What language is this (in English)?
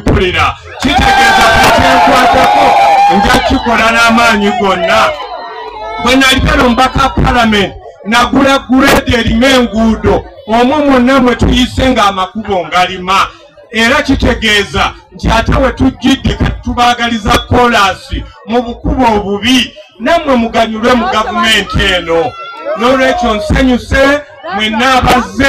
Ganda